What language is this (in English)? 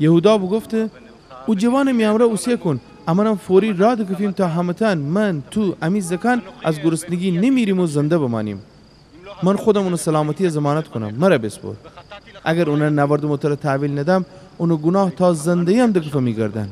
Gilaki